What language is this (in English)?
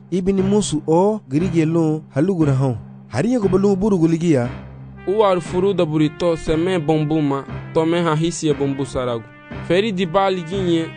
Garifuna